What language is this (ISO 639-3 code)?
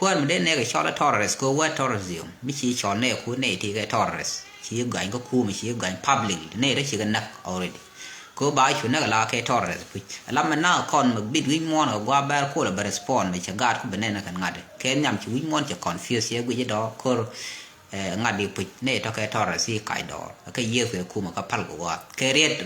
nus